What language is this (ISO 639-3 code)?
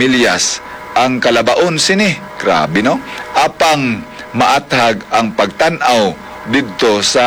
hil